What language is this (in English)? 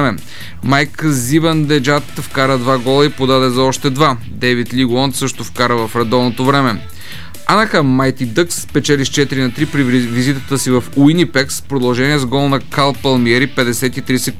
Bulgarian